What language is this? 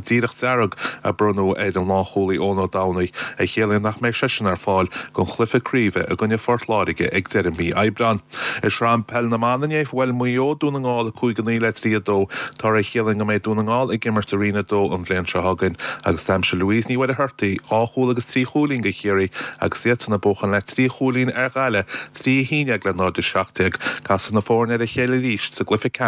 Irish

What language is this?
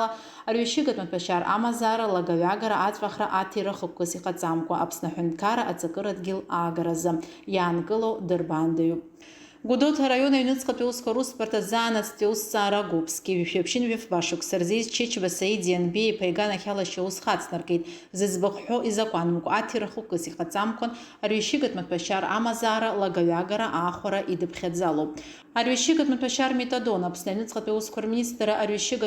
Abkhazian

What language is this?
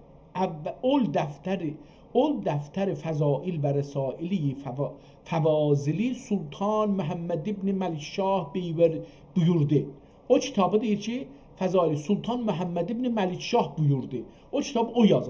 South Azerbaijani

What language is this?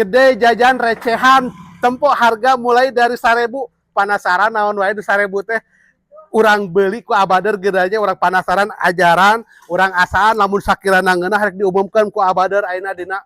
Sundanese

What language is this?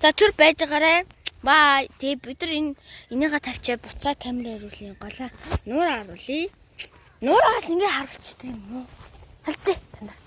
Mongolian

